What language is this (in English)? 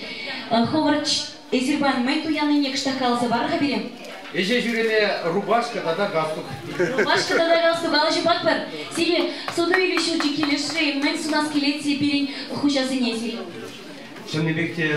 Chuvash